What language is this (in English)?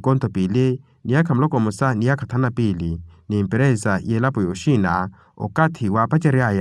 Makhuwa